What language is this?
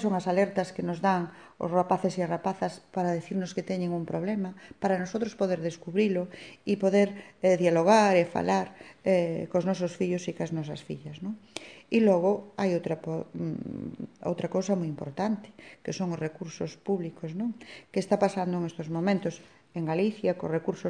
Galician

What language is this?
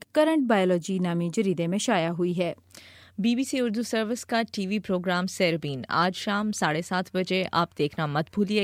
Urdu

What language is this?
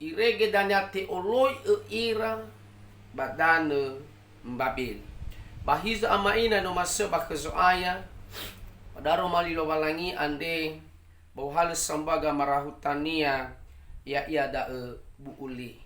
Nias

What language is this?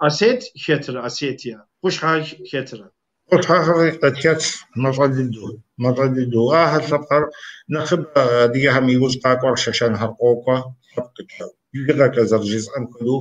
Kabardian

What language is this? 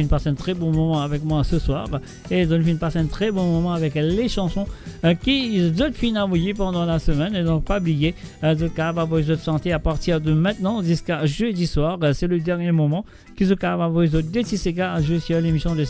Morisyen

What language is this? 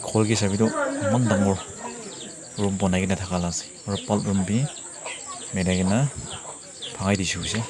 Naga Pidgin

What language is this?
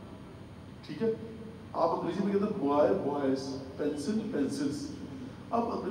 Urdu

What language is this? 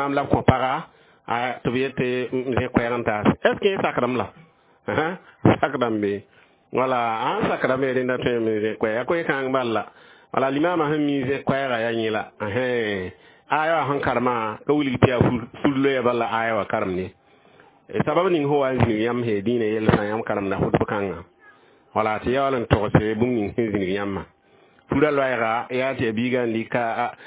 Mossi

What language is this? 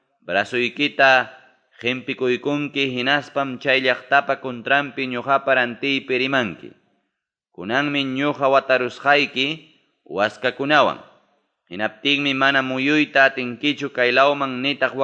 Ayacucho Quechua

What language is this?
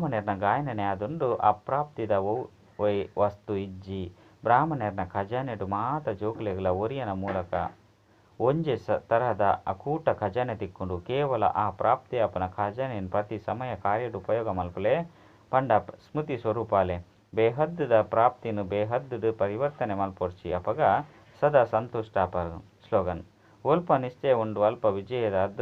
Tulu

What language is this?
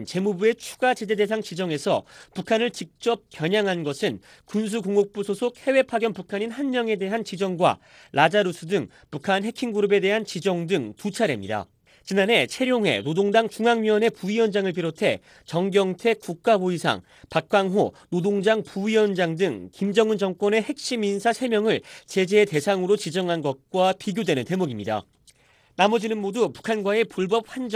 Korean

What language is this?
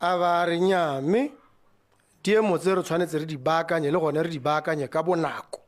Tswana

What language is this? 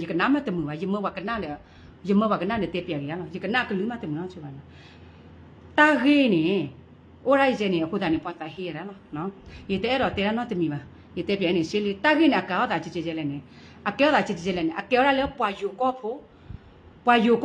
S'gaw Karen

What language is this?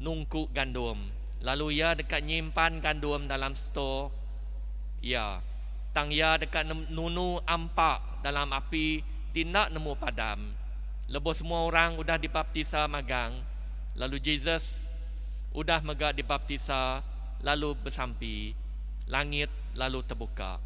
Iban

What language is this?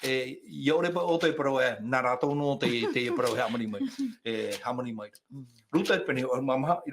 Tahitian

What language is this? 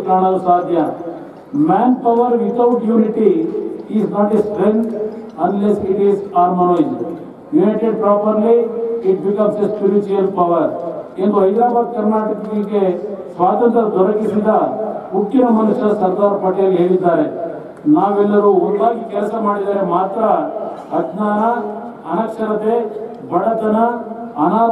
Kannada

